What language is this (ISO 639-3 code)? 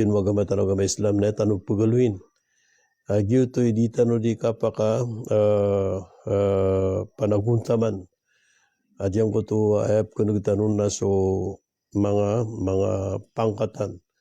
mrw